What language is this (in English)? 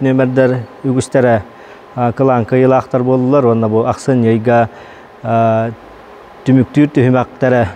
Yakut